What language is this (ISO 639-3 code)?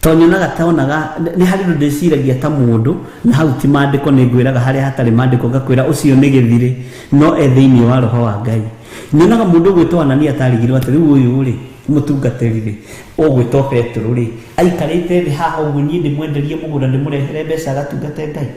kik